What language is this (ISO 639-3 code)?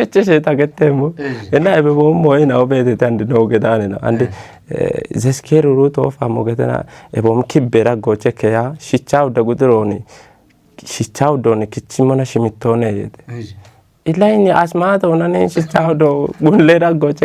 kbr